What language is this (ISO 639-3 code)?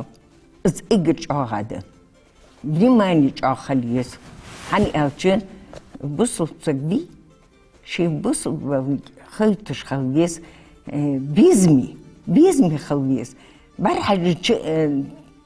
inh